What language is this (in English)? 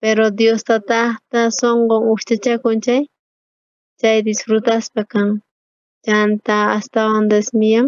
South Bolivian Quechua